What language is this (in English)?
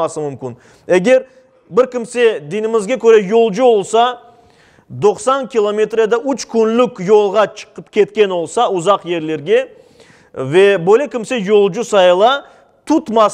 Crimean Tatar